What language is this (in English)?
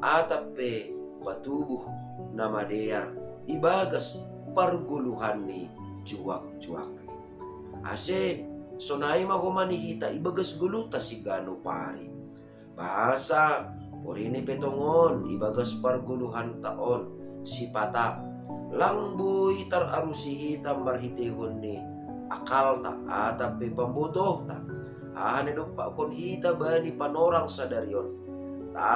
Batak Simalungun